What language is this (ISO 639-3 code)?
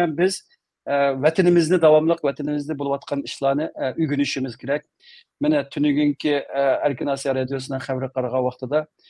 uig